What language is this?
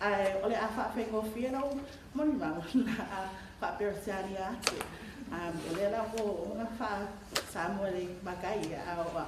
Samoan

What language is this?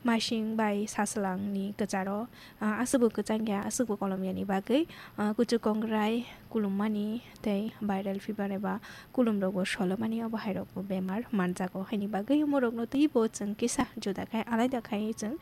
Kok Borok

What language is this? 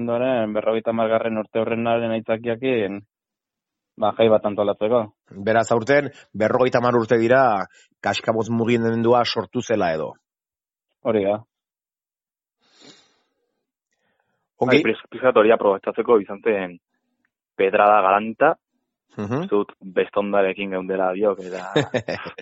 Basque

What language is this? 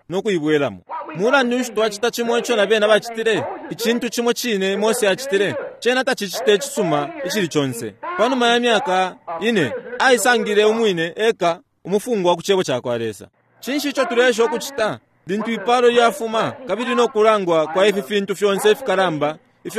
Bemba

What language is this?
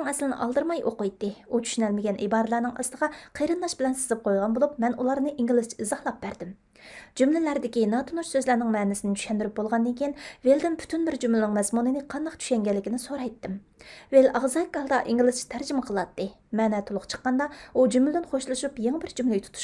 Uyghur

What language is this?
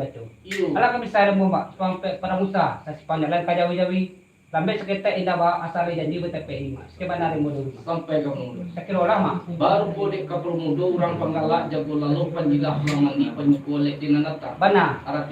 Minangkabau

